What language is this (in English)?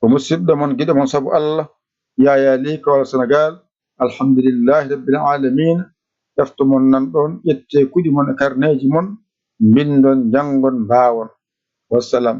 Fula